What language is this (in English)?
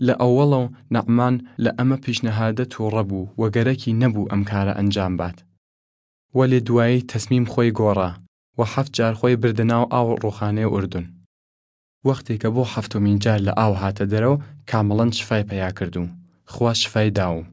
Southern Kurdish